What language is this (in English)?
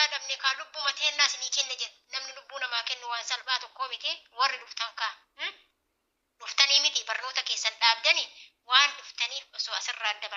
Oromo